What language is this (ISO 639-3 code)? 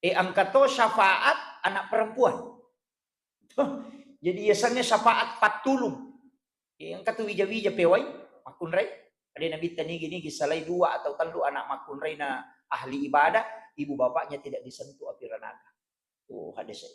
bug